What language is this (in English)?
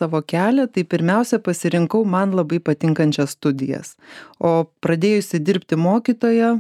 Lithuanian